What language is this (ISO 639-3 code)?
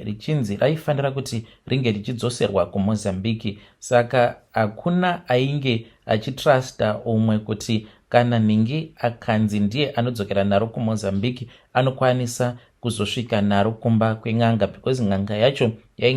sna